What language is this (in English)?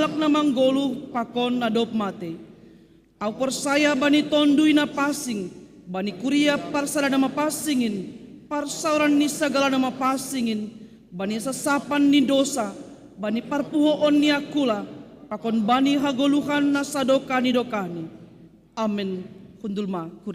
Batak Simalungun